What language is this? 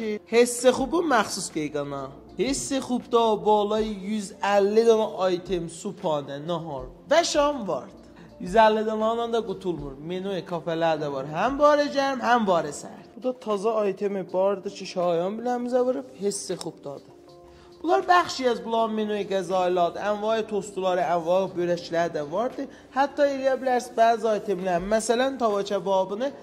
South Azerbaijani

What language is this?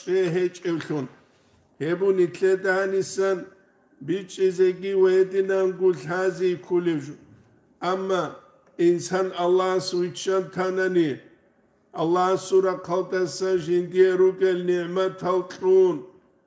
Avaric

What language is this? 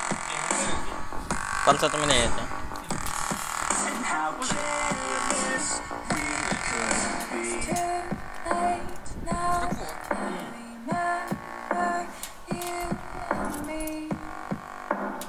Indonesian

